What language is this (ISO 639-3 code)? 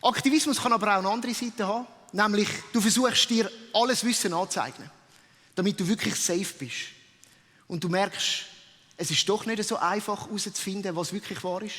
gsw